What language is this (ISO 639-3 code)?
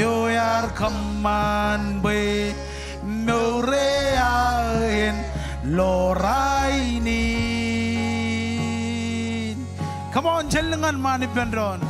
mah